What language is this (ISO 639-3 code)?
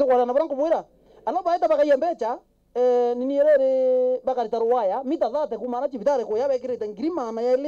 mer